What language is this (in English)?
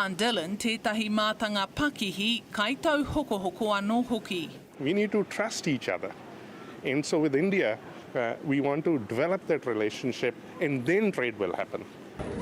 Māori